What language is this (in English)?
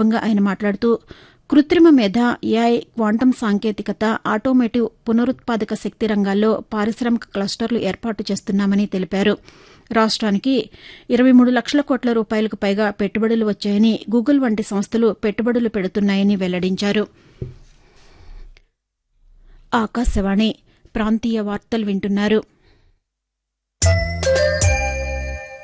Telugu